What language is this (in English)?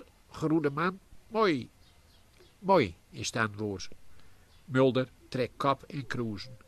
Gronings